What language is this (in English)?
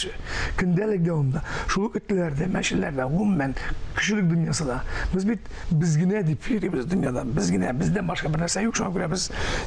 Tatar